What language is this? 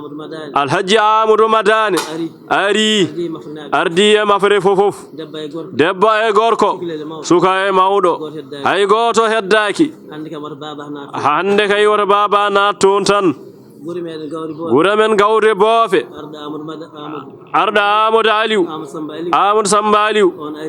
Fula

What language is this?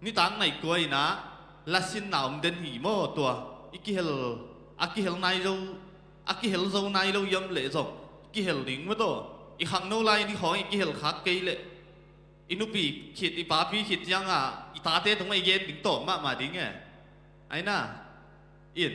Tedim Chin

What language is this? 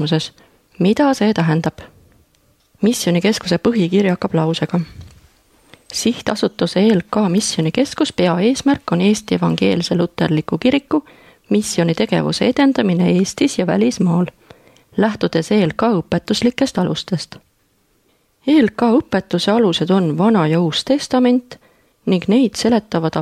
Estonian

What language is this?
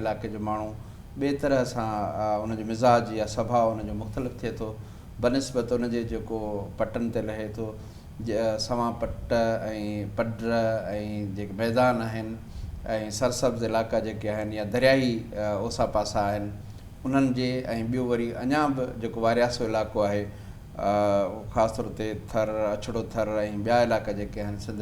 Sindhi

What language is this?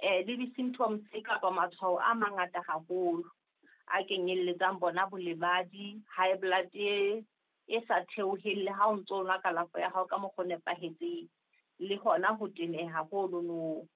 Southern Sotho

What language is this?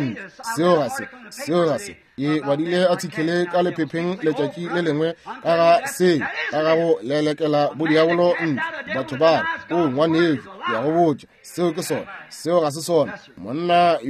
Northern Sotho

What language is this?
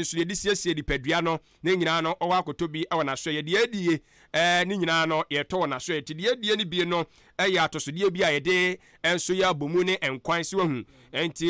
Akan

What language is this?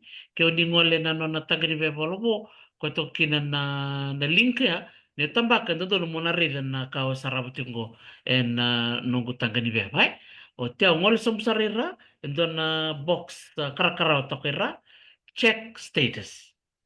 Fijian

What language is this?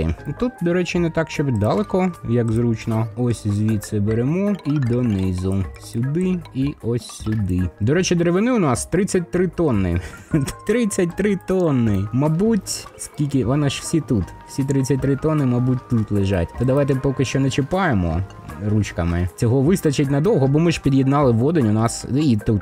Ukrainian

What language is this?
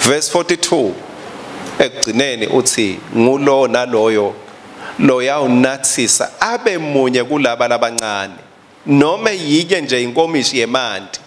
Swati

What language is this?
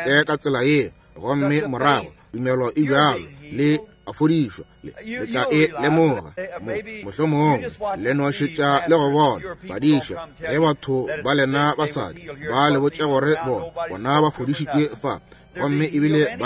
Northern Sotho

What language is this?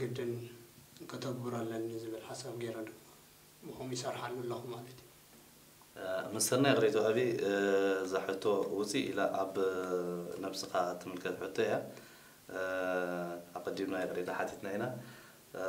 Tigrinya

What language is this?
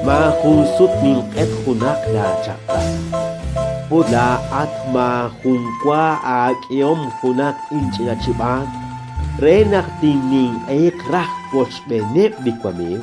Kekchí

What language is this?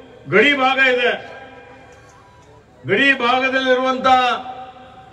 Kannada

